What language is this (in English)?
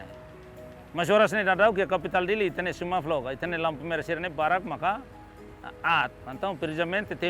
Tetum